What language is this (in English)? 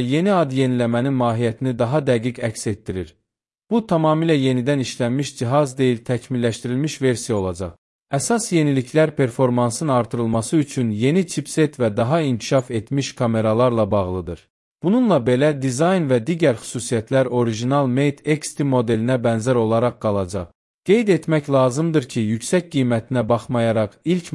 Azerbaijani